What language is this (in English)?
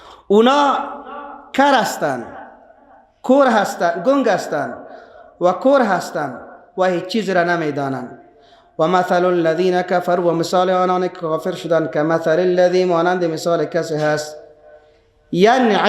Persian